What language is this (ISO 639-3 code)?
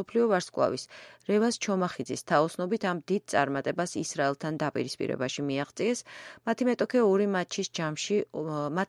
kat